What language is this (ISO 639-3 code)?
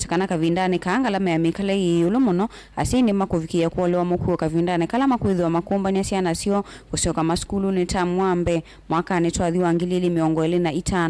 kam